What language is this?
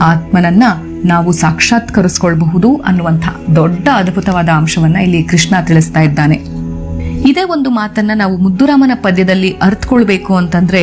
Kannada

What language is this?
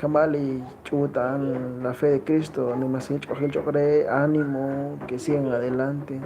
Kekchí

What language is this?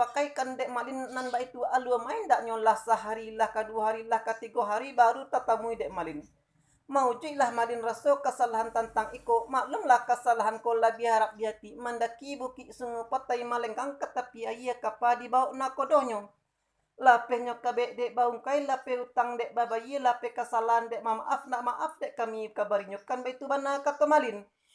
Minangkabau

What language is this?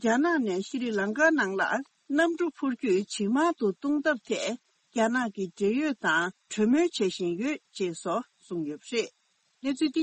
Tibetan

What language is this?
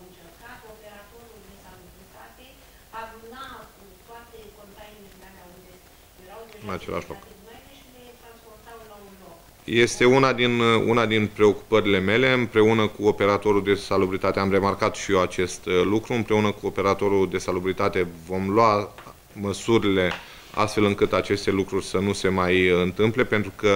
Romanian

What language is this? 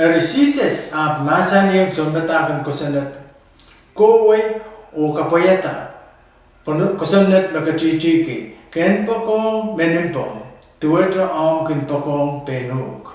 Pohnpeian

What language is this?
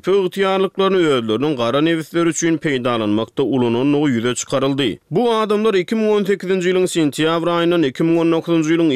Turkmen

